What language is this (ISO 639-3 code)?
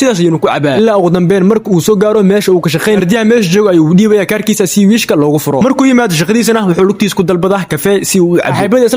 som